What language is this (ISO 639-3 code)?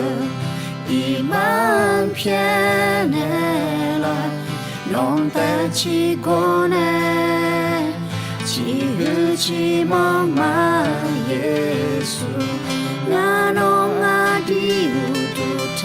ahk